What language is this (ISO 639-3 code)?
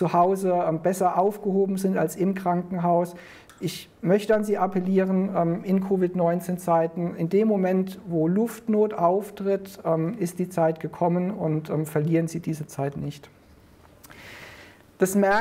deu